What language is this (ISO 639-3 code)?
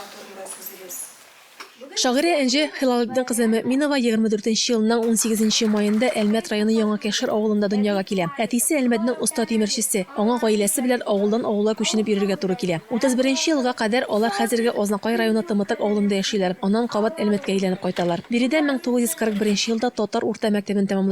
tat